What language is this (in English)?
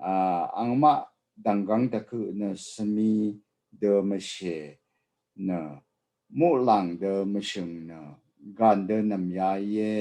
Rawang